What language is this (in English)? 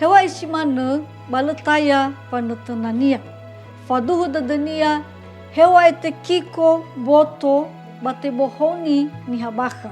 Nias